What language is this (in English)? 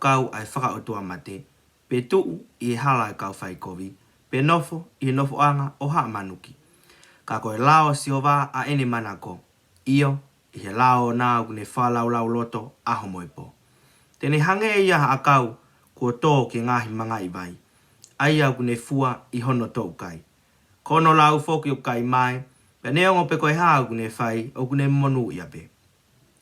Tongan